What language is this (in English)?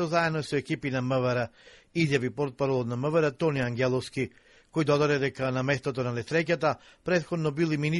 Macedonian